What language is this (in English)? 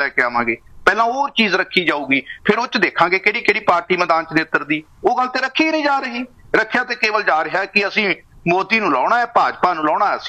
Punjabi